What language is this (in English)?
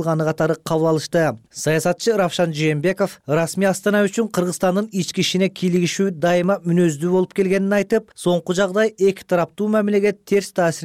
Kyrgyz